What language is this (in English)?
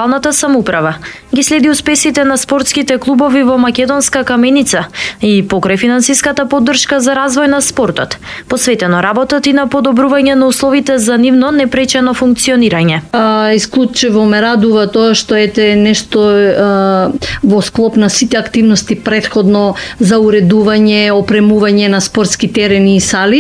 Macedonian